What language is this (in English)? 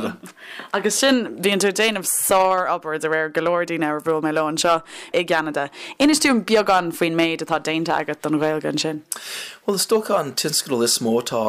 Irish